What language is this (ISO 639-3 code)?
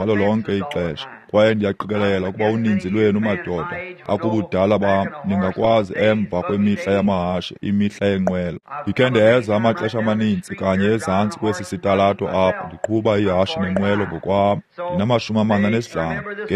xho